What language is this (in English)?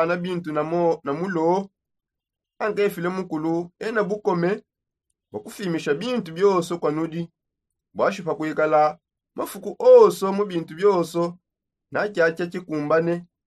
Songe